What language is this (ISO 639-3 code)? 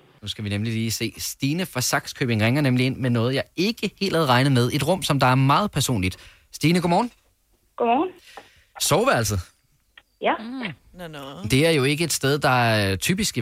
dan